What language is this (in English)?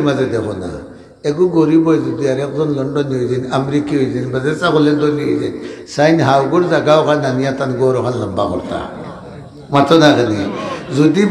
Sylheti